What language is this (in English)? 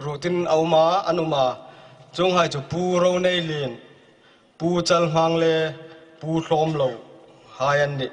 Hmar